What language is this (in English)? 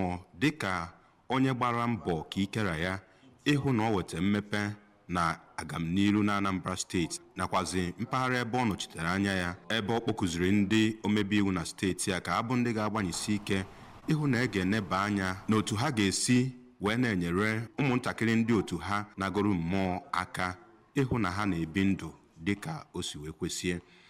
Igbo